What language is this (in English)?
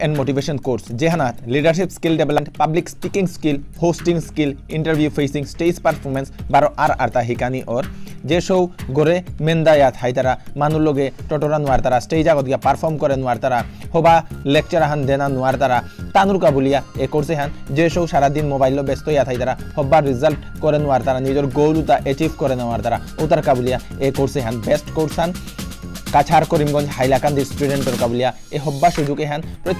Bishnupriya